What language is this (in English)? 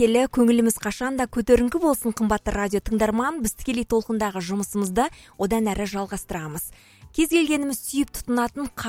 Kazakh